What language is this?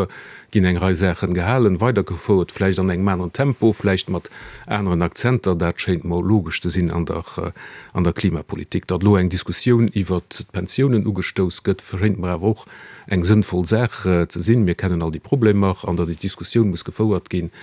Luxembourgish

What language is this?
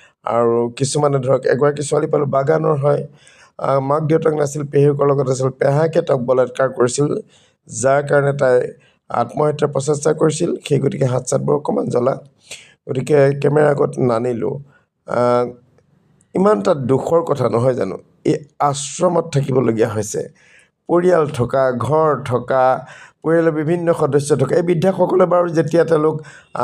Assamese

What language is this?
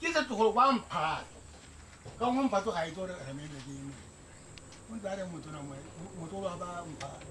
Tswana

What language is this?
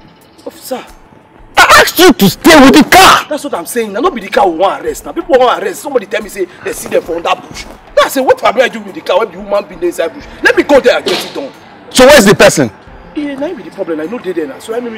Nigerian Pidgin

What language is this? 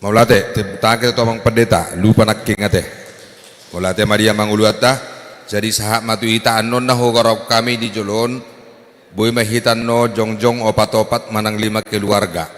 Batak Toba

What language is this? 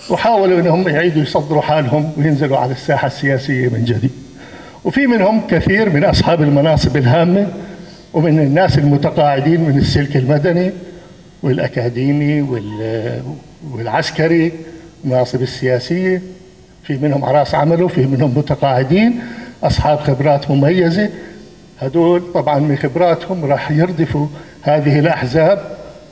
North Levantine Arabic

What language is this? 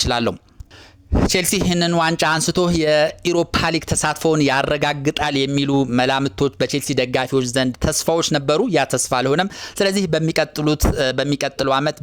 Amharic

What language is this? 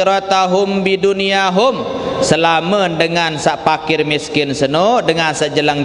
Sasak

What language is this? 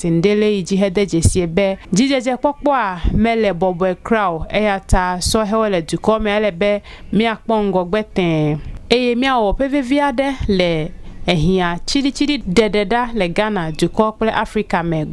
Ewe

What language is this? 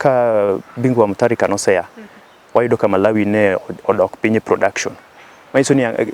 Luo (Kenya and Tanzania)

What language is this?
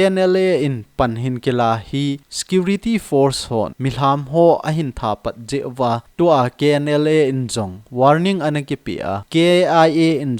Thado Chin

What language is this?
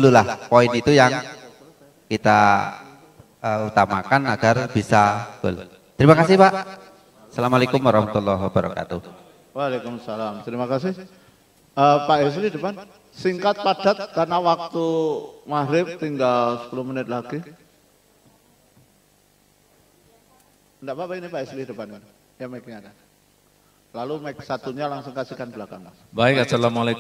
Indonesian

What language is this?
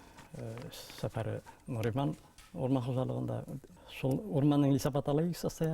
Bashkir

